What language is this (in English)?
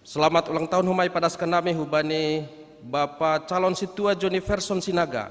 Batak Simalungun